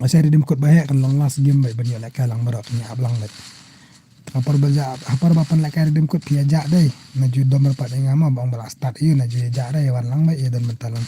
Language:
Khasi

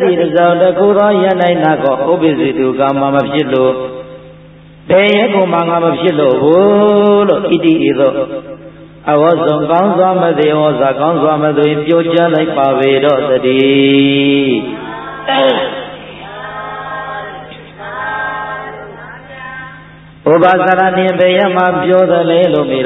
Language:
Burmese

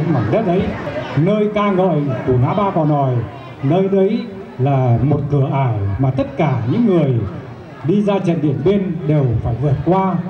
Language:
Vietnamese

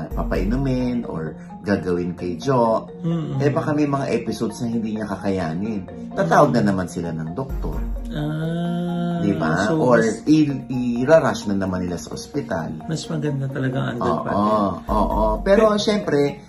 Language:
Filipino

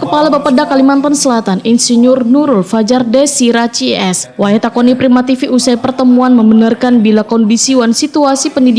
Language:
Banjar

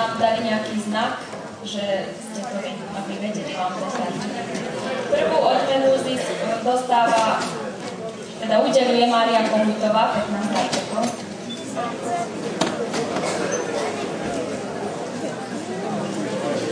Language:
Slovak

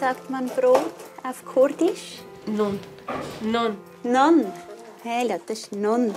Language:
Swiss German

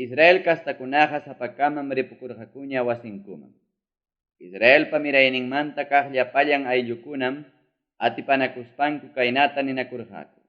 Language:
Ayacucho Quechua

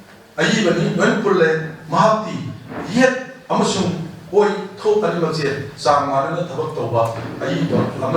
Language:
Manipuri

